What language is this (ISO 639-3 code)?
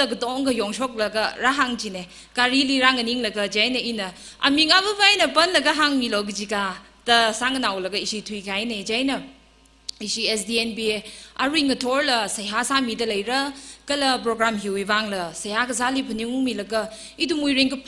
nmf